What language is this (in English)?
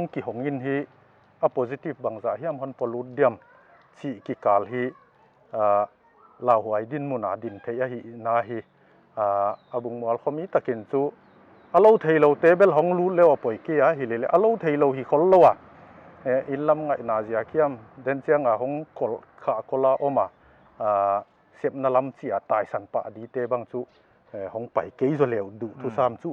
Paite Chin